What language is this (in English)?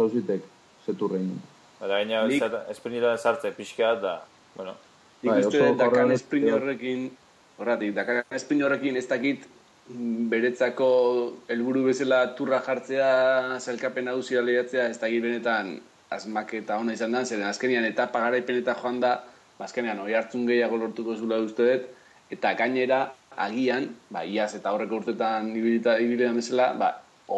Basque